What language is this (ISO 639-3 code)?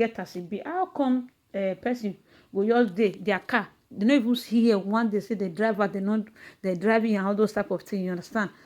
pcm